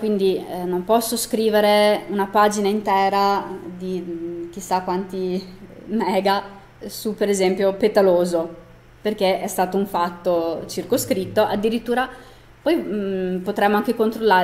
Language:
Italian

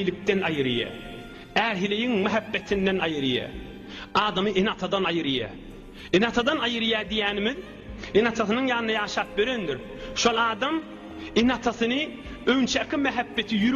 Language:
Turkmen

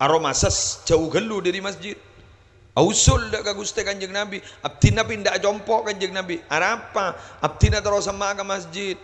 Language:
Madurese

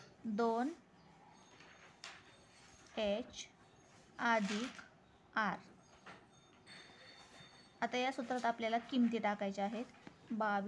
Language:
Marathi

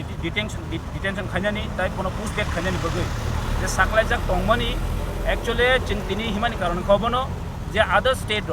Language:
Kok Borok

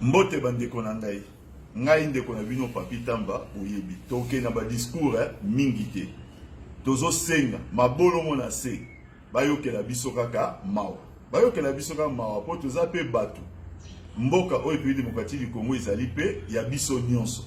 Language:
Lingala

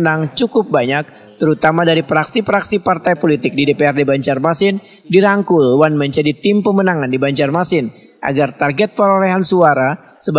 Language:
Banjar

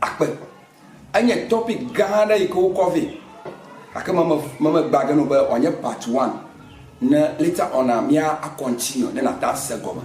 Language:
Ewe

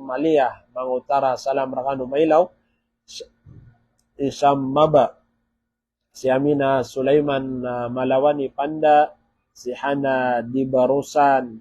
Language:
Maranao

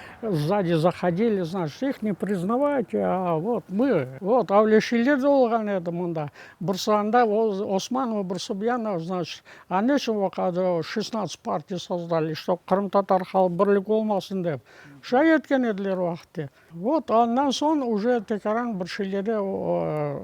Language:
Crimean Tatar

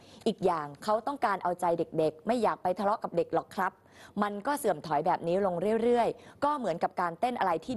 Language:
Thai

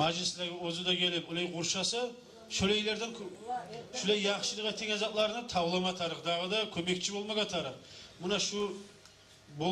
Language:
Kumyk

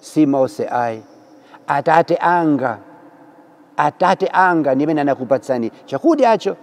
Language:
Nyanja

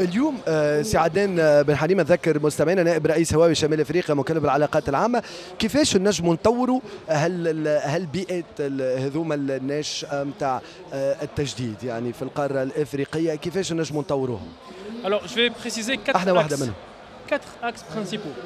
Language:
Tunisian Arabic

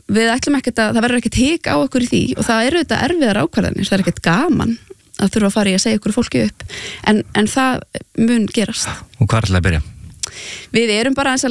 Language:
Icelandic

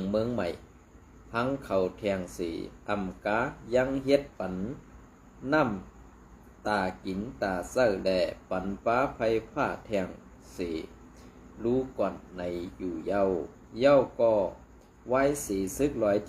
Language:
Shan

